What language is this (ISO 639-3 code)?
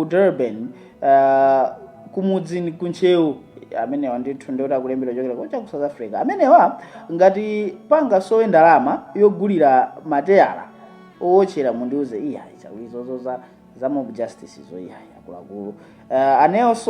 nya